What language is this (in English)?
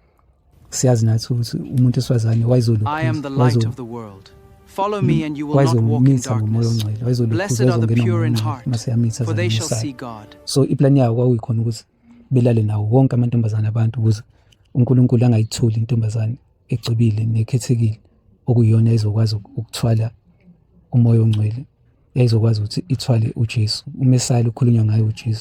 Zulu